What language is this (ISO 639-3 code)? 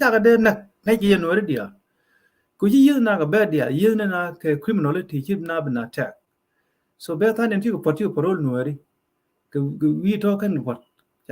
nus